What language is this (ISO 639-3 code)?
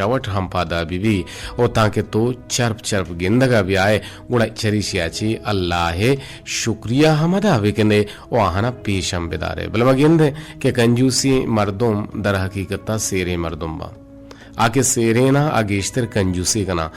bgp